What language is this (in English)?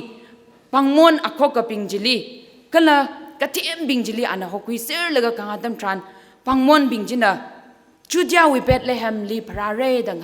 Tangkhul Naga (India)